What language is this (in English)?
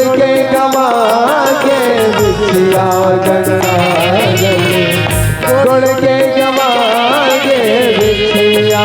Chhattisgarhi